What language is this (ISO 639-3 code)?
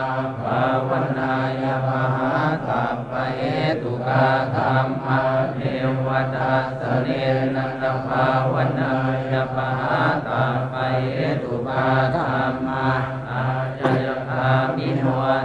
pli